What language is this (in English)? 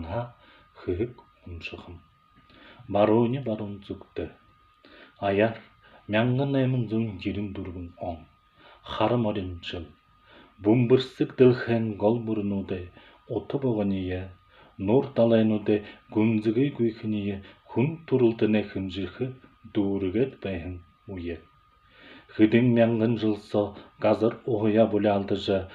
Buriat